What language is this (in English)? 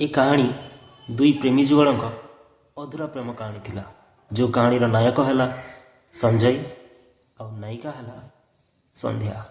Odia